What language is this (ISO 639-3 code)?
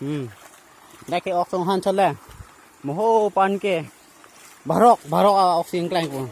mjw